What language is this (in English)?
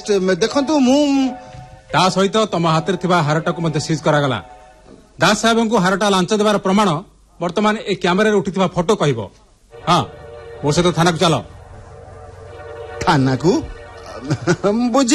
Odia